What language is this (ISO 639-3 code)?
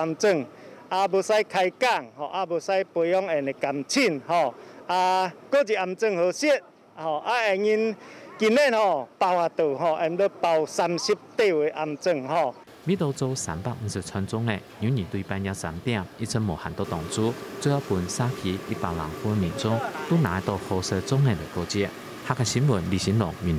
hak